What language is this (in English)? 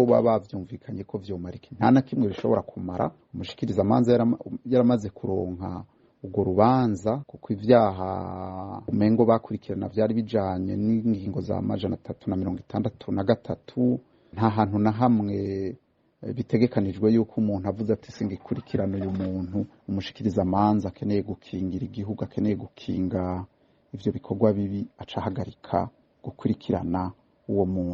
Rundi